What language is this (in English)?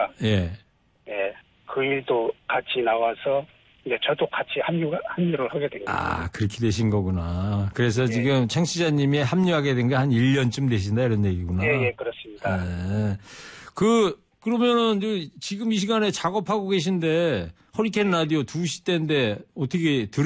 Korean